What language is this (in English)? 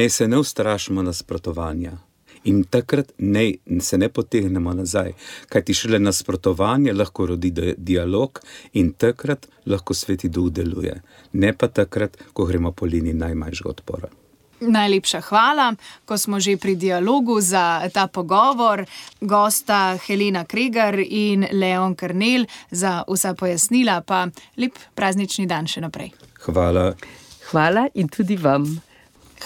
Slovenian